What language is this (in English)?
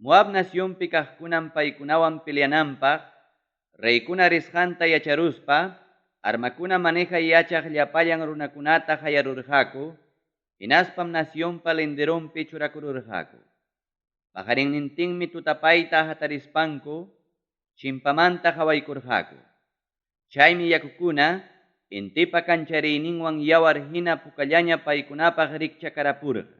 Ayacucho Quechua